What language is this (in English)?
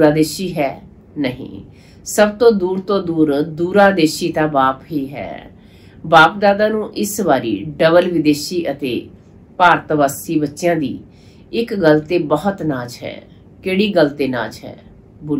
Punjabi